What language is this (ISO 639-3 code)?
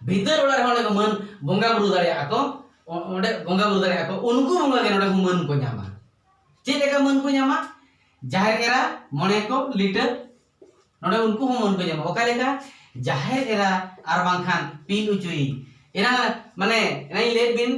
sat